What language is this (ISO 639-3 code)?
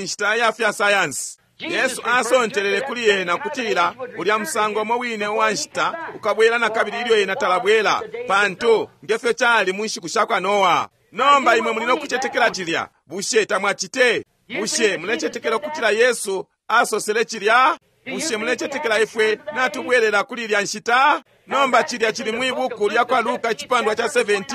bem